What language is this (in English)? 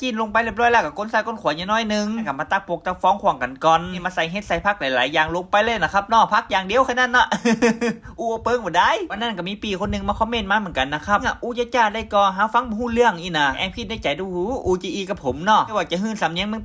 Northern Thai